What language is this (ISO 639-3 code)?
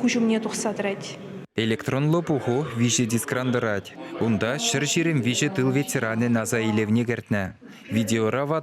chv